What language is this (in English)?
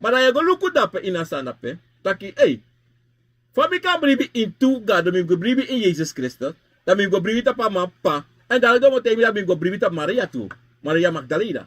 Sranan Tongo